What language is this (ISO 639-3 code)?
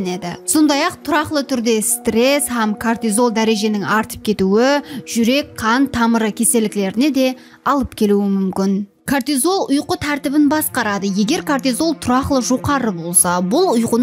kaa